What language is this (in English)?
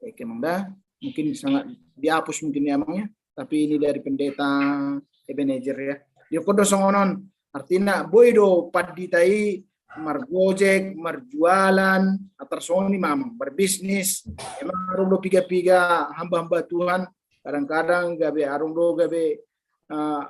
Batak Toba